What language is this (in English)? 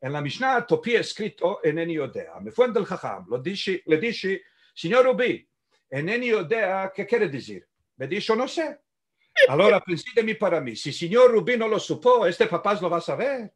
Ladino